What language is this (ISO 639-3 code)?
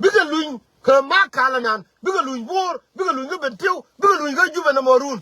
nus